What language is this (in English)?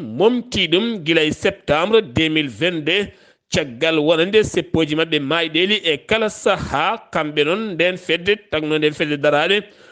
Fula